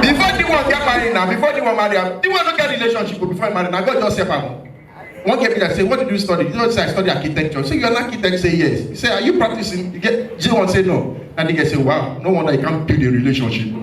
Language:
Nigerian Pidgin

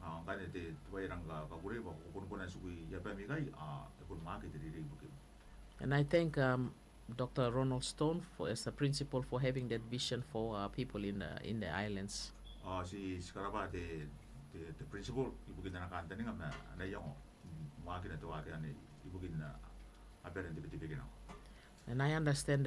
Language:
Gilbertese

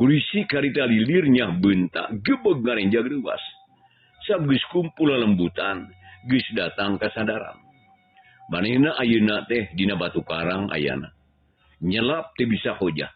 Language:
Sundanese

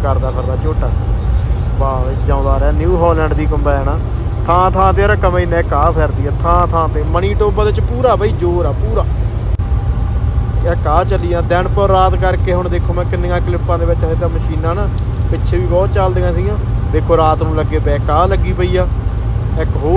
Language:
Punjabi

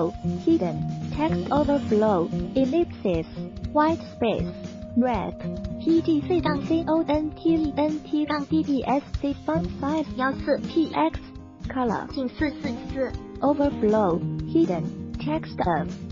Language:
Chinese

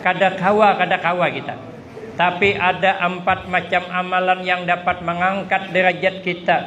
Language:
Banjar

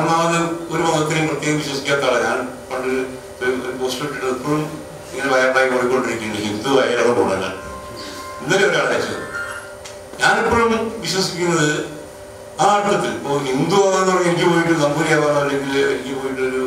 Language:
Malayalam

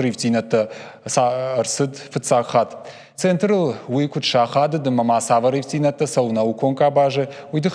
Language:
Ossetic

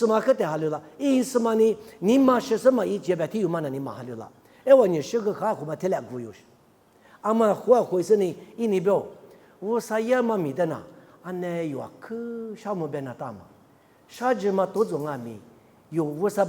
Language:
Lisu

